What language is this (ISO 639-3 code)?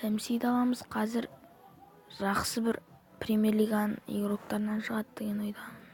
kaz